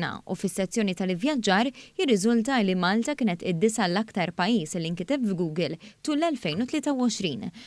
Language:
Maltese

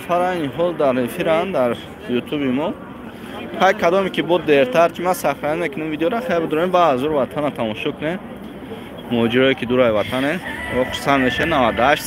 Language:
Tajik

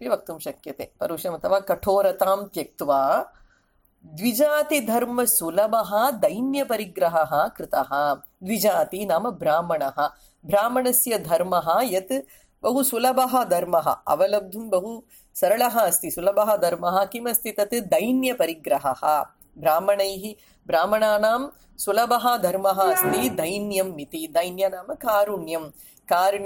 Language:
Sanskrit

